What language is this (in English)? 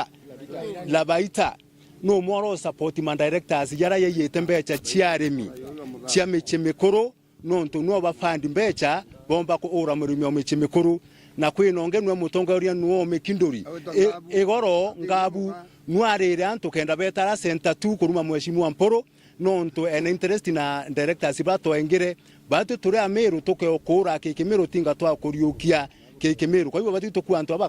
Meru